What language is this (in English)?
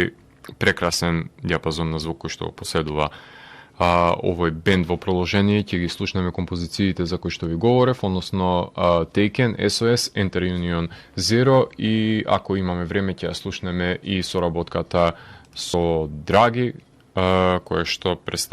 Macedonian